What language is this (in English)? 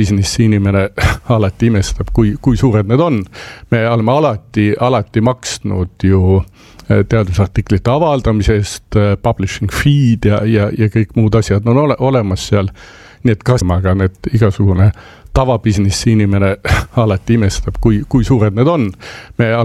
Estonian